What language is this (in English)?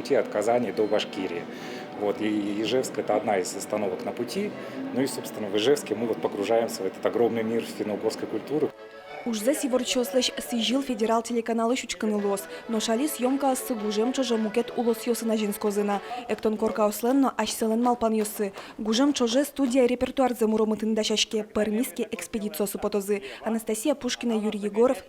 Udmurt